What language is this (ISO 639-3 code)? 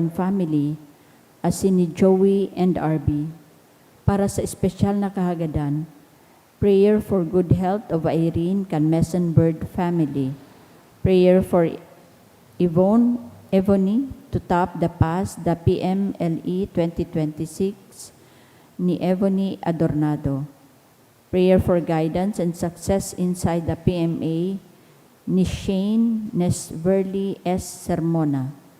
bik